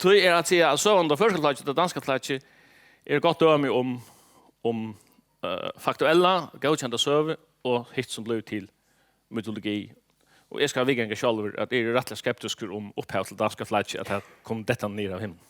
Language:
Faroese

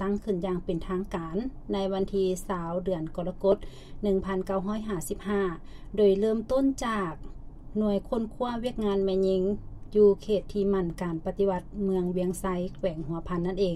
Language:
Lao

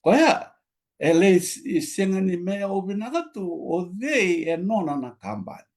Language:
Fijian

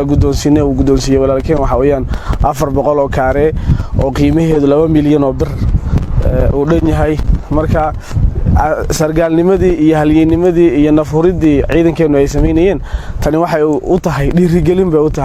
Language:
Somali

